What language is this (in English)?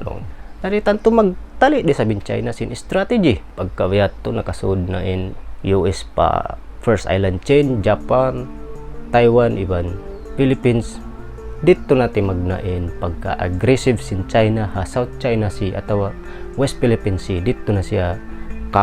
Tausug